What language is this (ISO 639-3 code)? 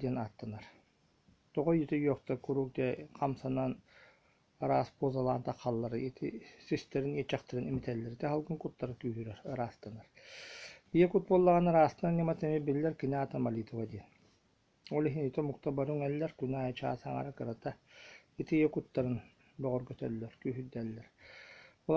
sah